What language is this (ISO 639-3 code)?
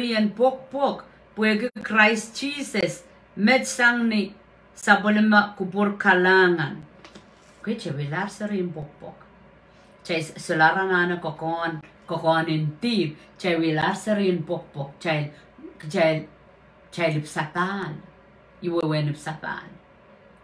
pon